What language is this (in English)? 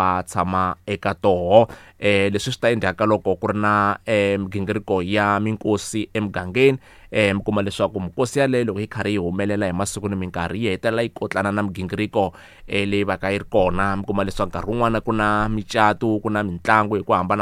Tsonga